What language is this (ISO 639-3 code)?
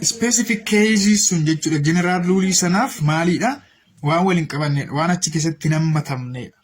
orm